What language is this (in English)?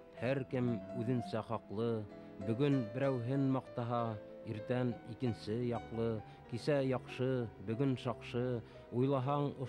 Bashkir